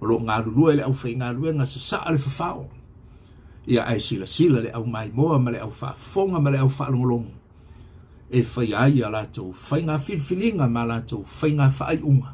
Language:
Samoan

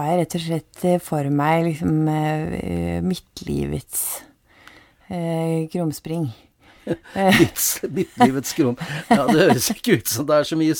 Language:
Norwegian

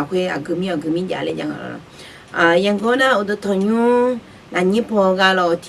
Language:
Akha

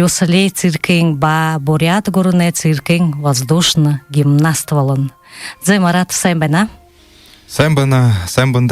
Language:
Buriat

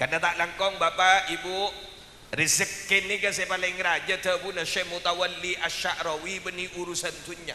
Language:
Madurese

